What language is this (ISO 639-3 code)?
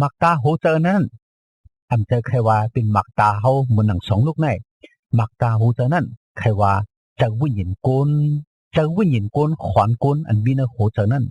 shn